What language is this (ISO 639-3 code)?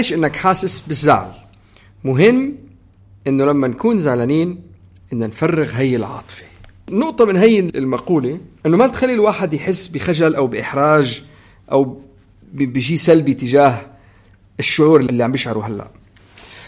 apc